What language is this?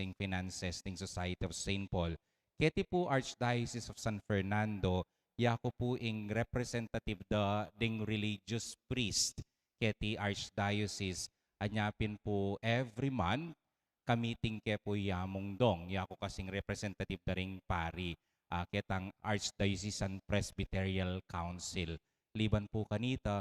Pampanga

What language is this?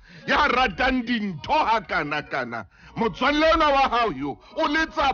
Southern Sotho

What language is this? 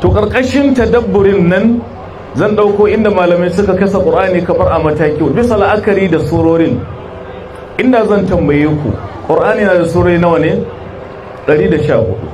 Hausa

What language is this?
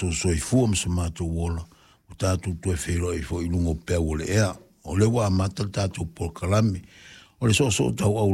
Samoan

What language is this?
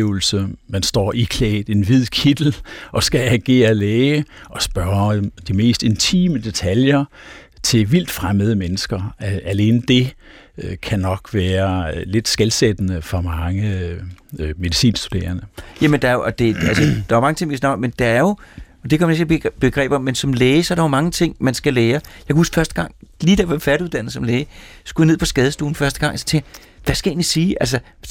Danish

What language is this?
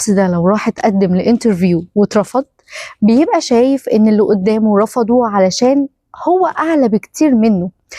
Egyptian Arabic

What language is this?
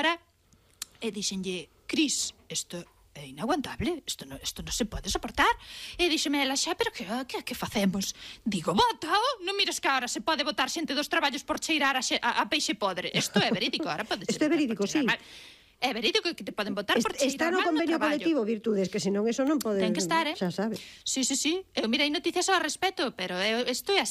Galician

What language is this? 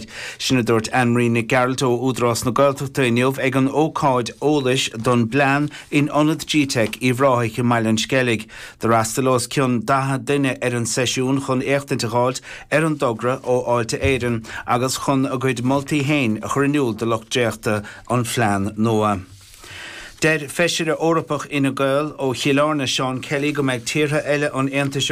Irish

